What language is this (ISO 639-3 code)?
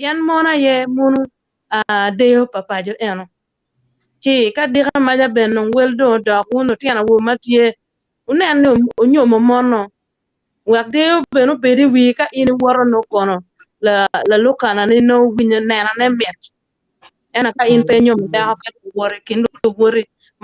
ach